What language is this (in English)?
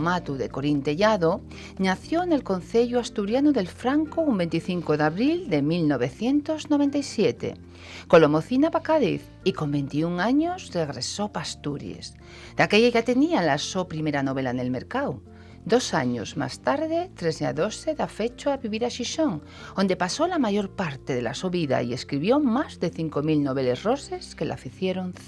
Asturian